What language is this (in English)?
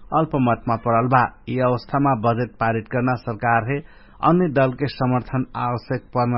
Dangaura Tharu